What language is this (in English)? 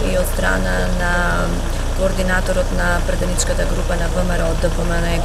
Macedonian